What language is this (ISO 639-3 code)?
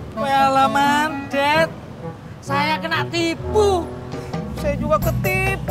bew